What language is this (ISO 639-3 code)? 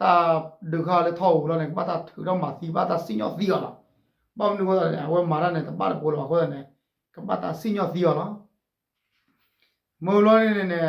ksw